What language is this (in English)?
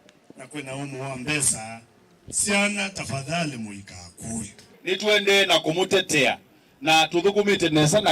Kamba